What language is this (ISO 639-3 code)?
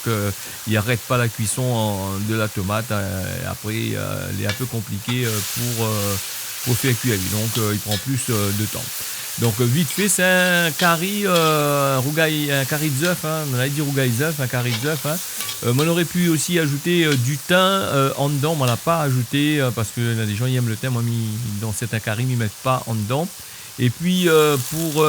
rcf